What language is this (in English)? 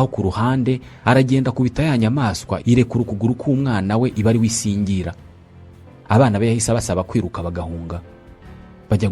Kinyarwanda